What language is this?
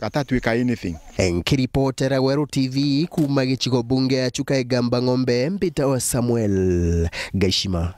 Meru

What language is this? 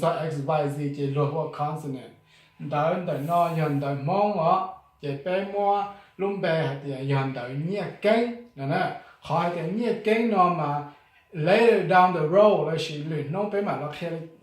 Hmong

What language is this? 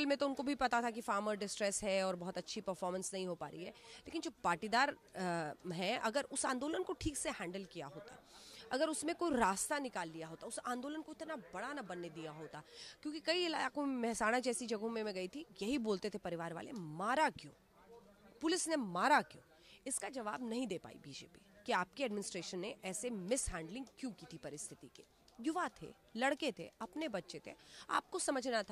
Hindi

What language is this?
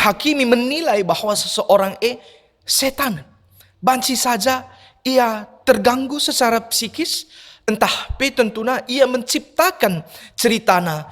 Batak Karo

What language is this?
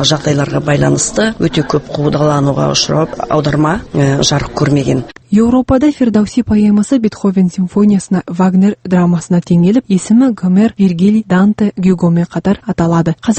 Kazakh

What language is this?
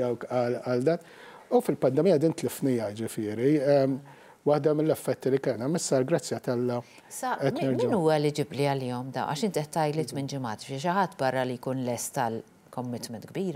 Maltese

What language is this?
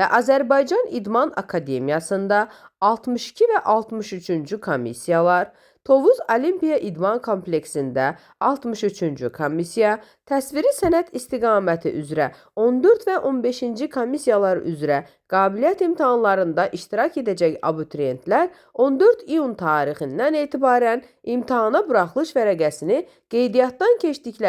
Azerbaijani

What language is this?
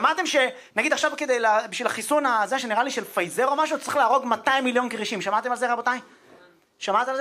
Hebrew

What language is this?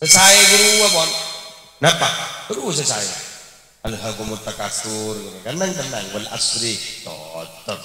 Madurese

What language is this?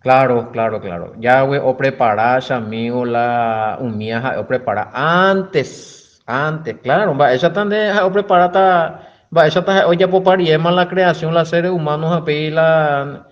Guarani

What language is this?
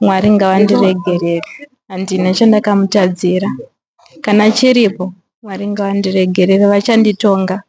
Shona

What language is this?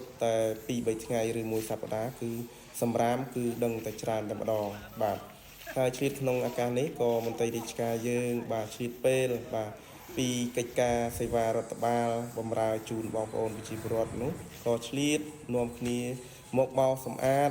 Khmer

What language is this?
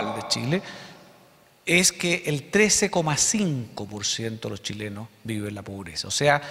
Spanish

